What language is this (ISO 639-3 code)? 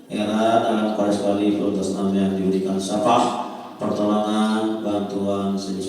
sas